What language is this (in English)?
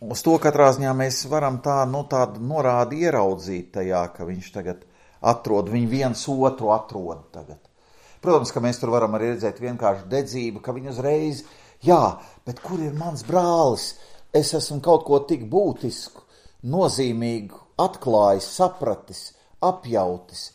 Latvian